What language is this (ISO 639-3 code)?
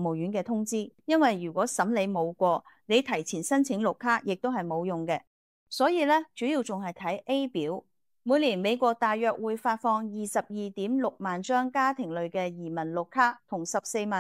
yue